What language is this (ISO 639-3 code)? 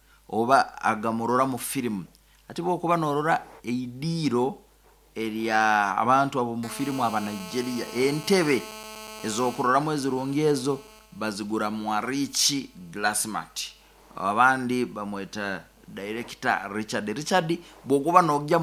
nyo